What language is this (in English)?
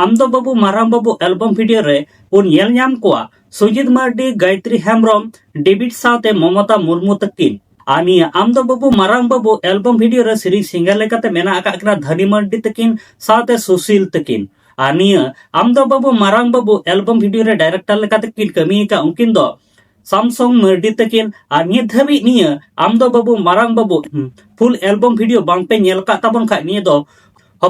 Santali